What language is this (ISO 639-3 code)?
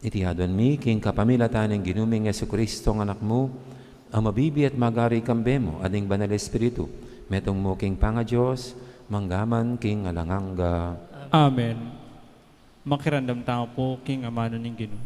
pam